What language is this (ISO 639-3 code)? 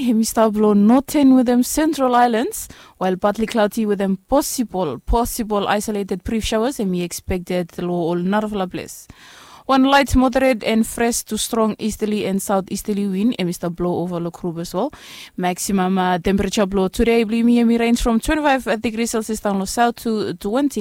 bis